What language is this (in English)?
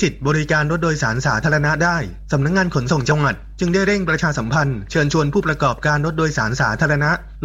Thai